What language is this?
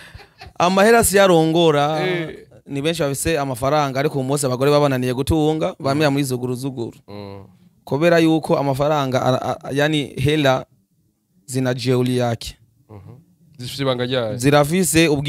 Rundi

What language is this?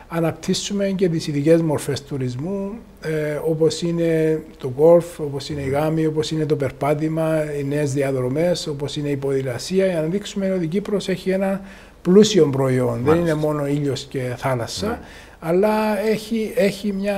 Greek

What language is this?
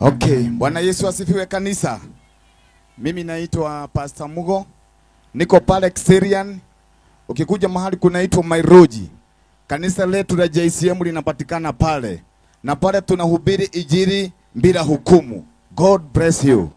Swahili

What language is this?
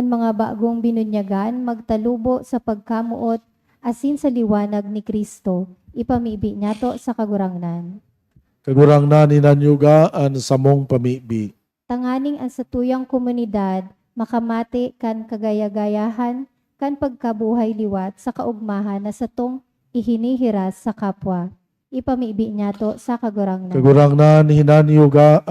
Bikol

